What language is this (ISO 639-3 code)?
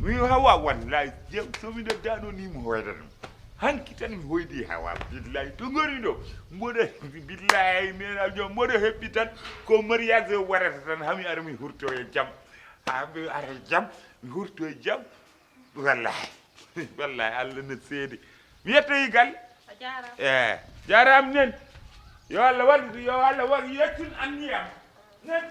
ful